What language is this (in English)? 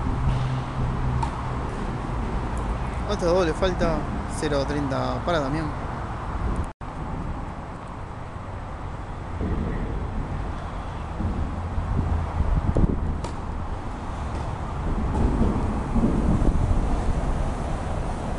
Spanish